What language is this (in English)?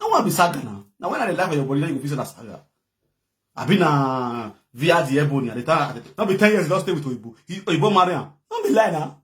Nigerian Pidgin